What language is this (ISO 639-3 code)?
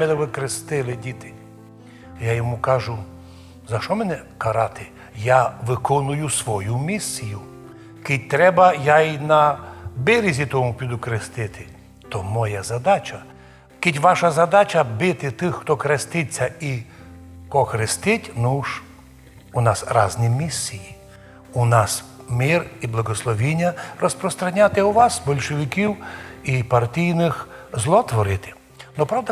rue